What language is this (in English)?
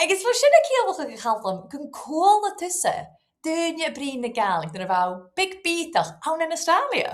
Scottish Gaelic